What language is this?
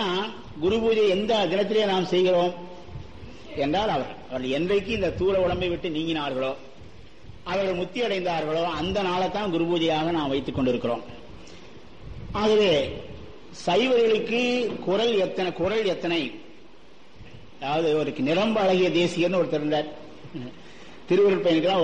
Tamil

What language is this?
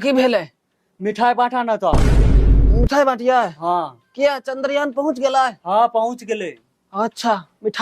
Maithili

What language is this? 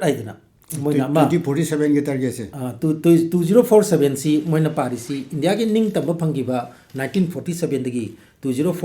Manipuri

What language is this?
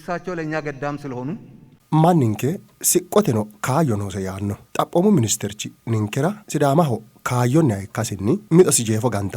Sidamo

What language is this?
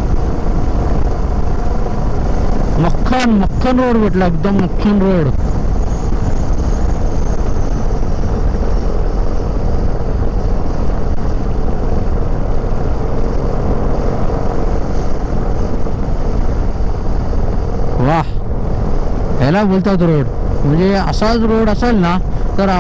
Marathi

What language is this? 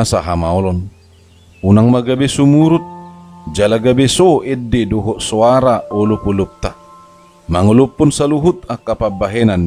Batak Toba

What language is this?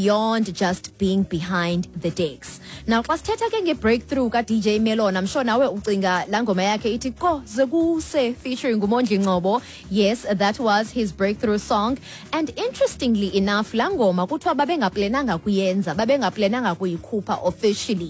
Xhosa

